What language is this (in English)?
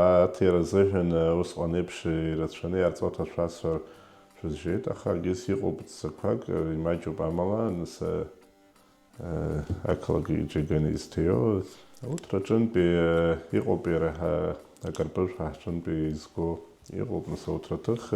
Abkhazian